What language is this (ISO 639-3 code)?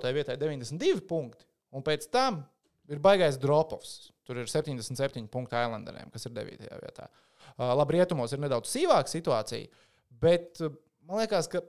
lav